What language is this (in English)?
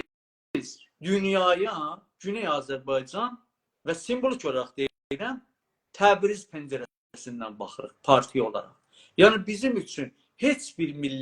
South Azerbaijani